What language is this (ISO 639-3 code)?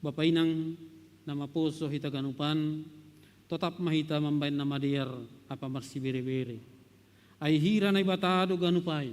bts